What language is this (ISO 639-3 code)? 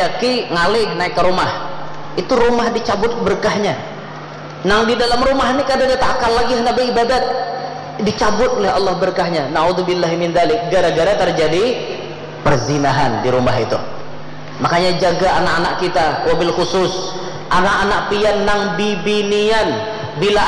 bjn